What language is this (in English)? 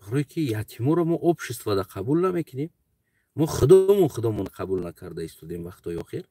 Tajik